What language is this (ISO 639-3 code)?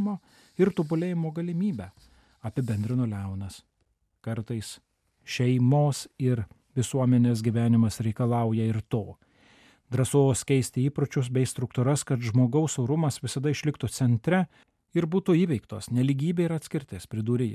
lit